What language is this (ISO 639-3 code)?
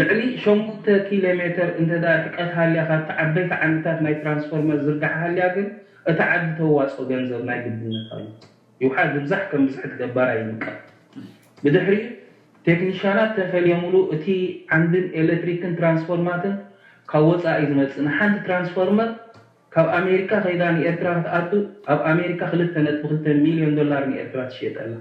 tir